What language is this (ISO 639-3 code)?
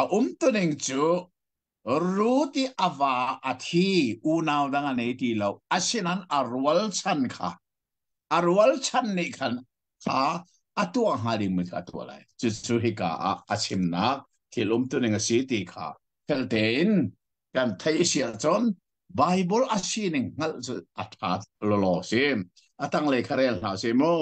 cnh